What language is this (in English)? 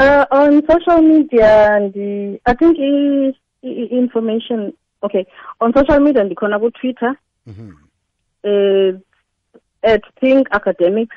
Xhosa